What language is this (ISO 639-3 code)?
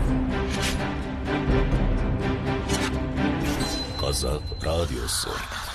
kaz